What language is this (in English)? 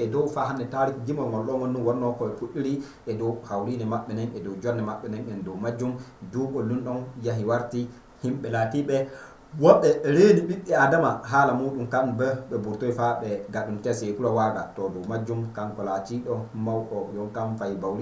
Fula